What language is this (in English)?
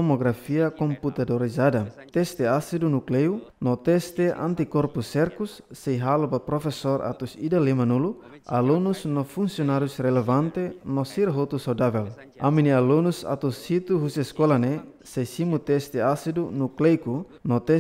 Tetum